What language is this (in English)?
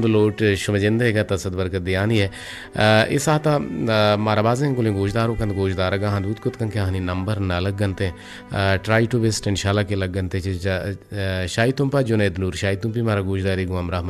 Eastern Balochi